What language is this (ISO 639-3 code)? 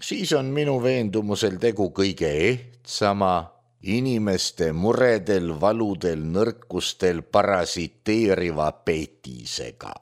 est